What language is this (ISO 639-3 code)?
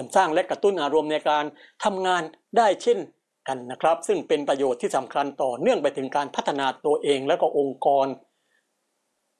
tha